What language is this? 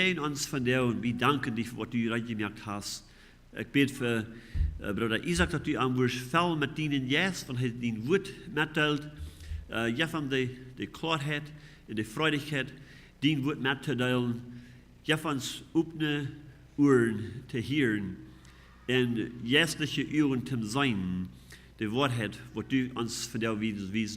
Plautdietsch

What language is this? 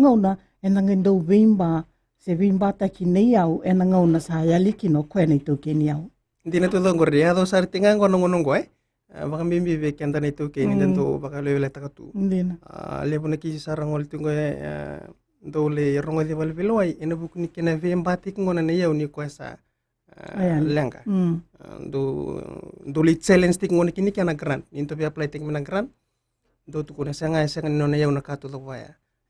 Fijian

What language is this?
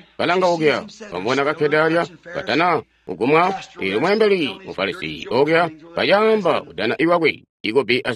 Tonga (Zambia)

